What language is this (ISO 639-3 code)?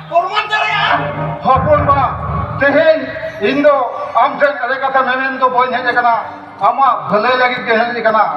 sat